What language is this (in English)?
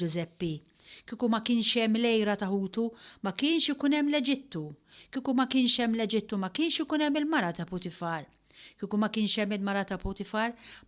Maltese